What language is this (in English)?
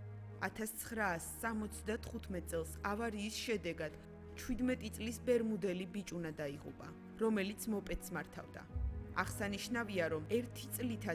Georgian